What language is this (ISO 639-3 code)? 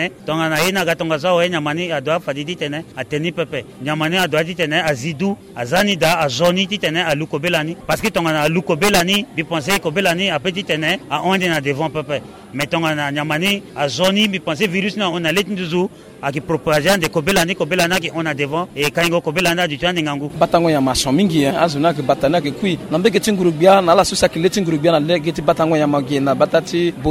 sag